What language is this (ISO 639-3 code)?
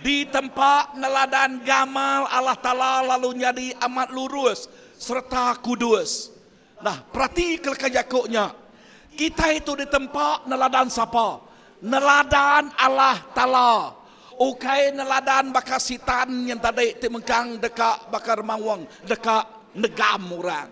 iba